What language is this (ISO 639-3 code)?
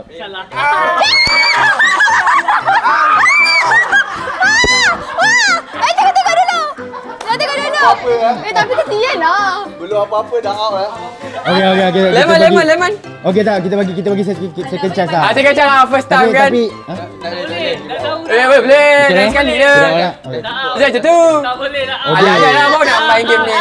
msa